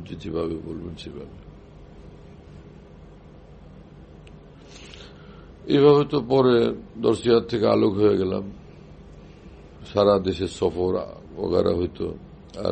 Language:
Bangla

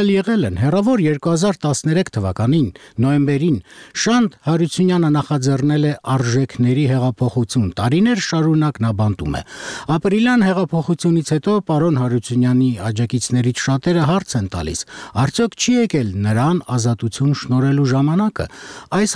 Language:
Armenian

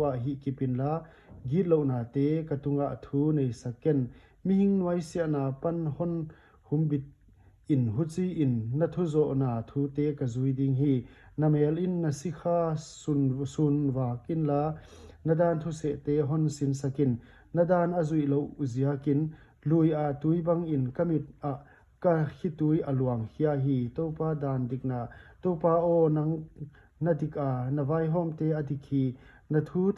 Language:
Paite Chin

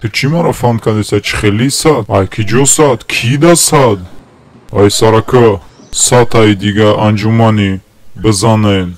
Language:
Tajik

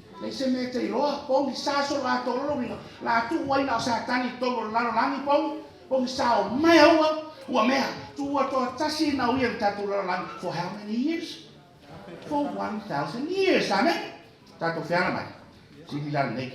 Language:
Samoan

